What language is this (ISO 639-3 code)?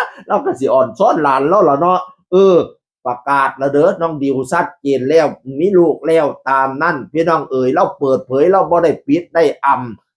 tts